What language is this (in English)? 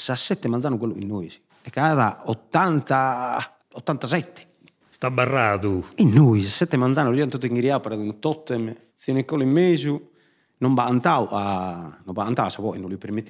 Sardinian